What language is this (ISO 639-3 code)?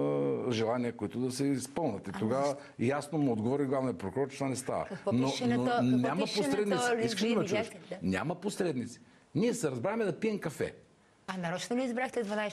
bul